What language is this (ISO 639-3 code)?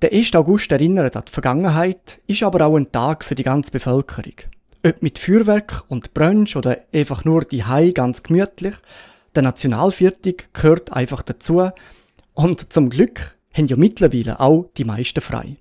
gsw